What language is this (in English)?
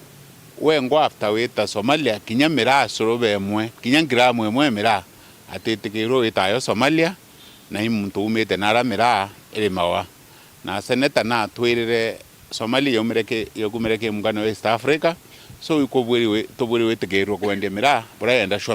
Meru